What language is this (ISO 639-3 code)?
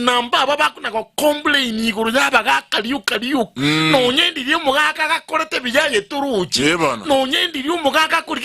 guz